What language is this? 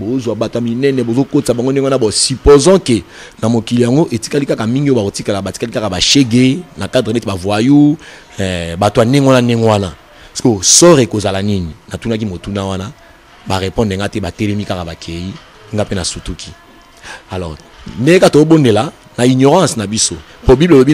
Lingala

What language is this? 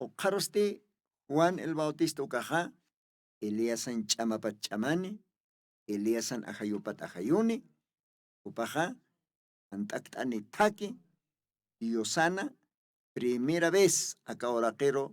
Aymara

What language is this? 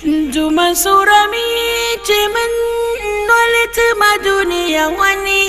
Dagbani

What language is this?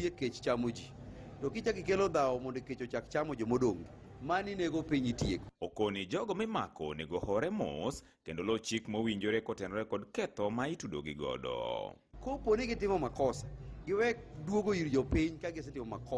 Luo (Kenya and Tanzania)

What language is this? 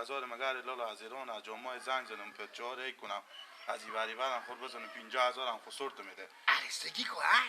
Persian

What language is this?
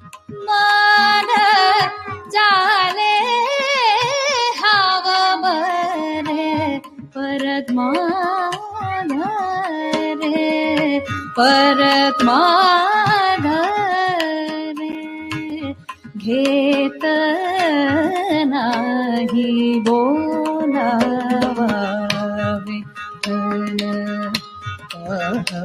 Marathi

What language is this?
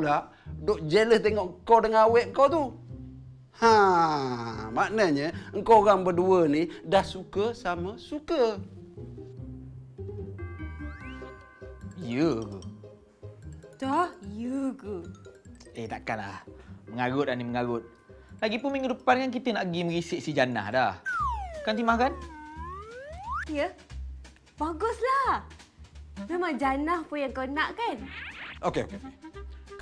Malay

